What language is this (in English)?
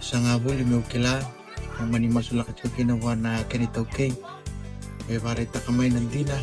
Fijian